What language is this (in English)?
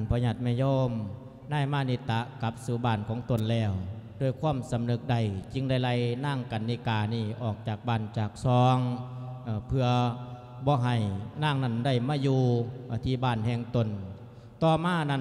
Lao